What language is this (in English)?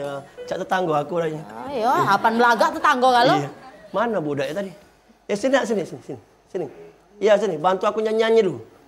Musi